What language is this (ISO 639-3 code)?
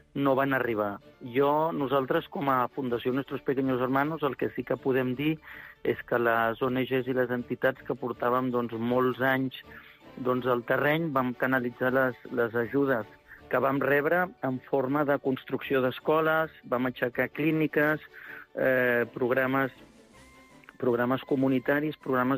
cat